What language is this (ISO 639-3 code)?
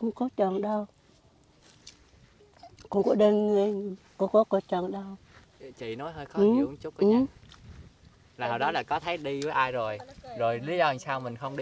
vie